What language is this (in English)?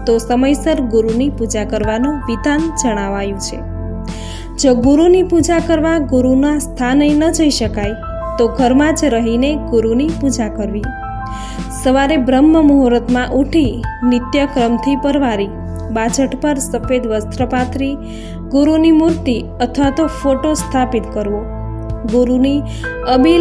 Gujarati